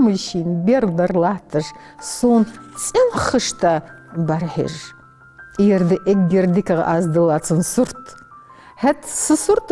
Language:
Ingush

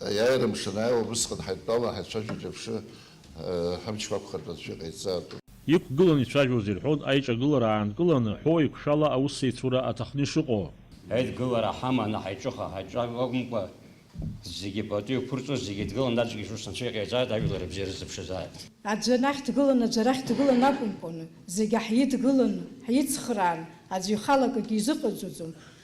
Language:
Abkhazian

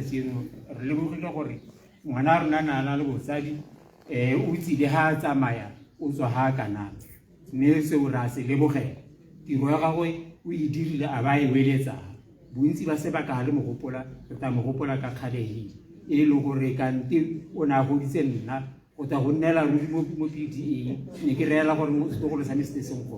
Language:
Tswana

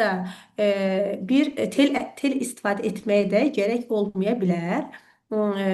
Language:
Azerbaijani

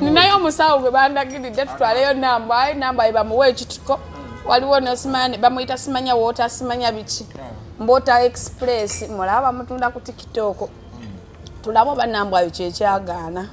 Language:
Ganda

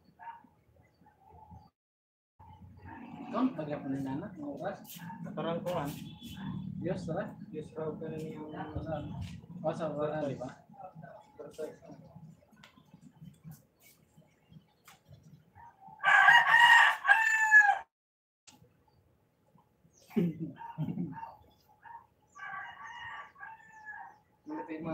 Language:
Filipino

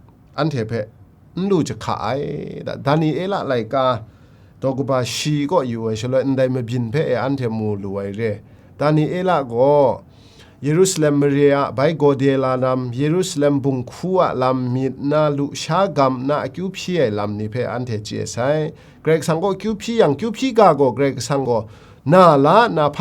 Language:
Kachin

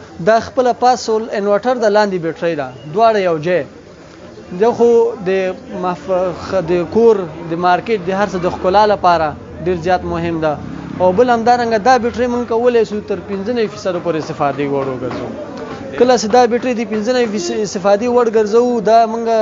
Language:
Pashto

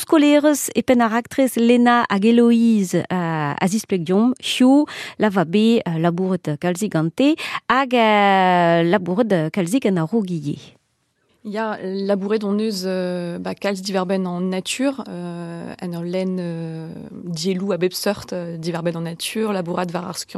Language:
Breton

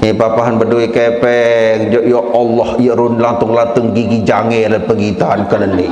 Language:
Sasak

